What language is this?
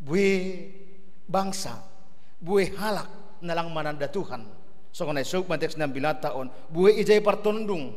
Batak Simalungun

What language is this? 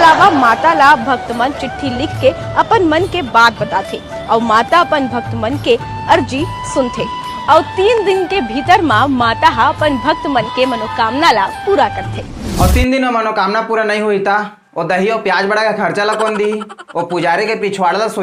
Chhattisgarhi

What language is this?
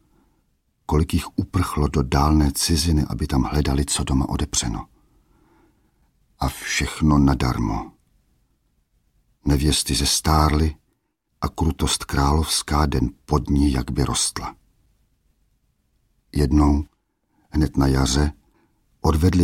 Czech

